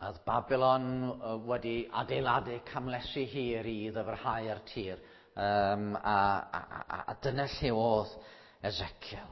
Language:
Welsh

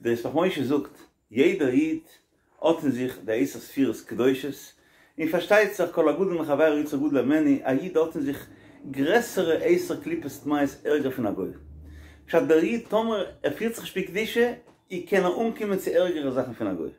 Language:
Yiddish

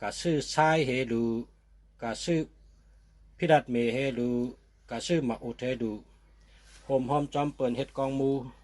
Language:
Shan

